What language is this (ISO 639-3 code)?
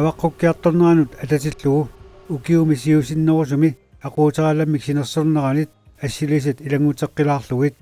kal